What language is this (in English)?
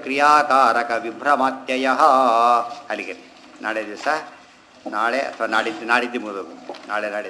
Kannada